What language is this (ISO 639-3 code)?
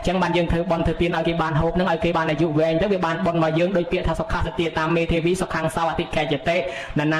khm